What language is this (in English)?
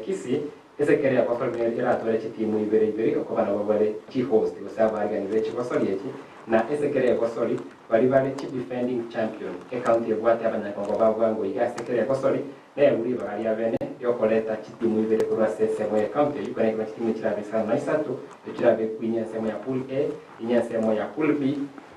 Gusii